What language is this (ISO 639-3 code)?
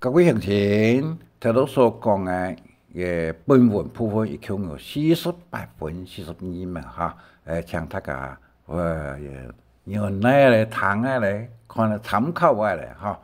hak